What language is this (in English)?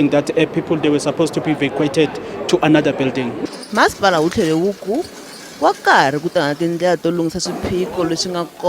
Tsonga